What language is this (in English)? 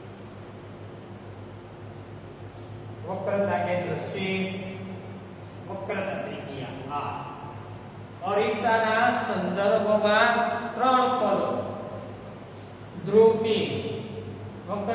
Gujarati